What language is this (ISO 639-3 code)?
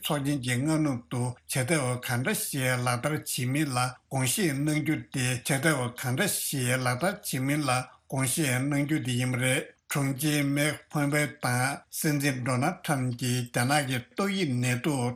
bod